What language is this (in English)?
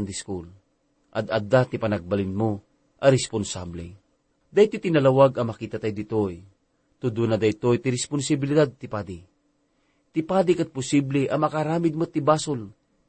Iloko